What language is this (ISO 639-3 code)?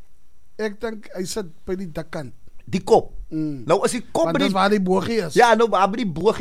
afr